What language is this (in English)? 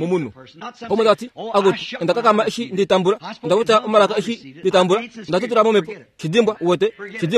Kuanyama